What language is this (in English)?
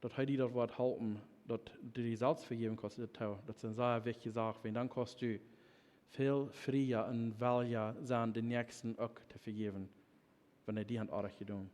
Plautdietsch